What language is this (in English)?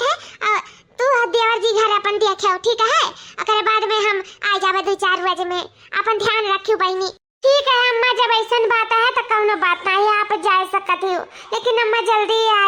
Awadhi